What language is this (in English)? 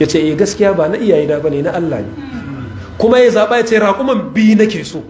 Hausa